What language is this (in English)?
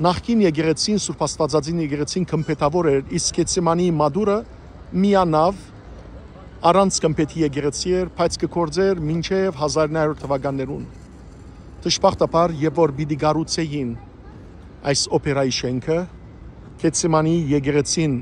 Western Armenian